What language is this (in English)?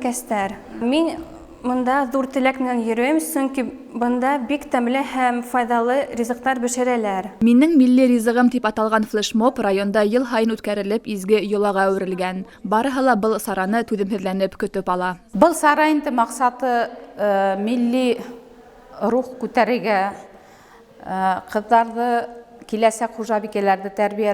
Bashkir